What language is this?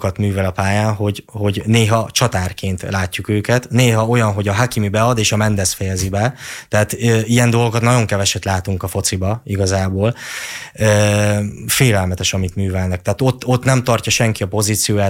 Hungarian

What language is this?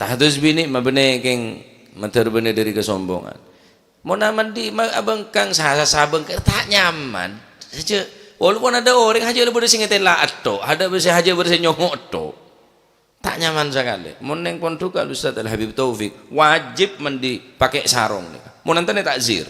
Madurese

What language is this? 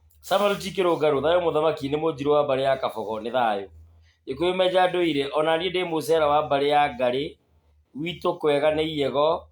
Kikuyu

